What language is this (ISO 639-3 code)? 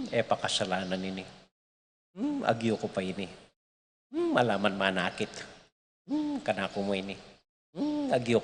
pam